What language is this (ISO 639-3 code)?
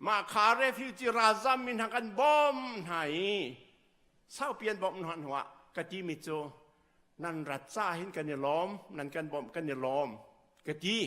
cnh